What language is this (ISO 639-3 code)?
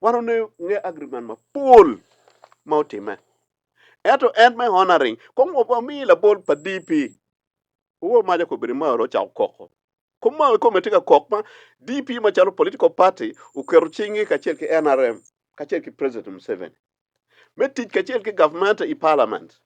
ach